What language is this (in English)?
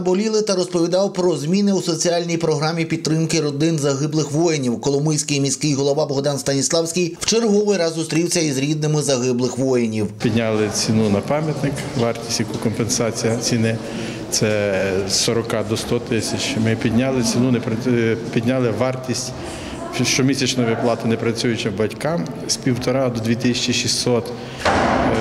Ukrainian